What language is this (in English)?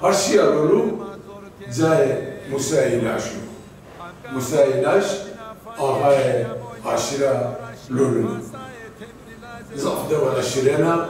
Zaza